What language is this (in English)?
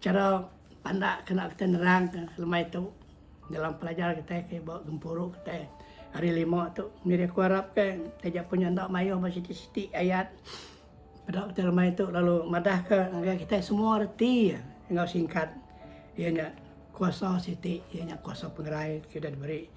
Iban